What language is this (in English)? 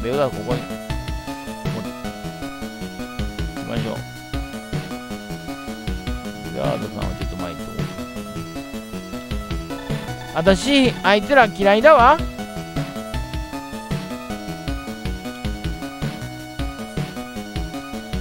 Japanese